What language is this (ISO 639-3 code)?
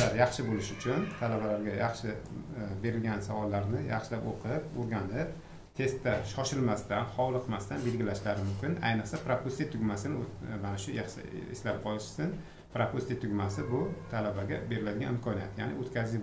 uzb